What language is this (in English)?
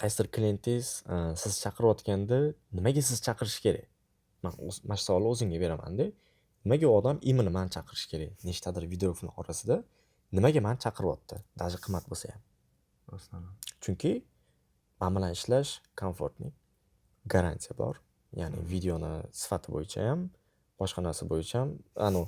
Uzbek